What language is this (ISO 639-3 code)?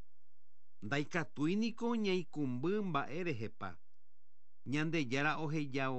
grn